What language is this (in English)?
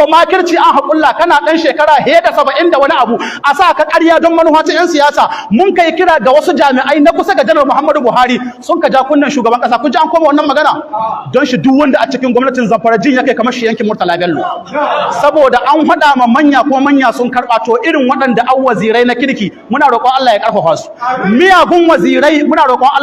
Hausa